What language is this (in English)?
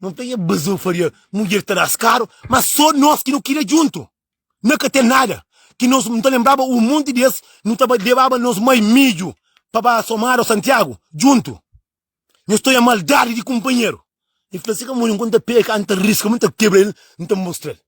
Kabuverdianu